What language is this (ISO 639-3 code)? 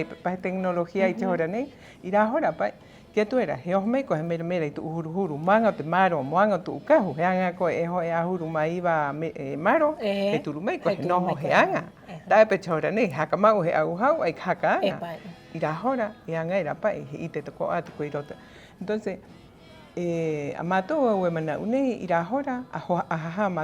rap